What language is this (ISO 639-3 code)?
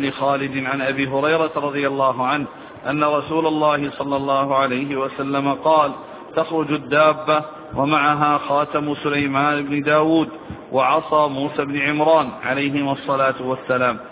ara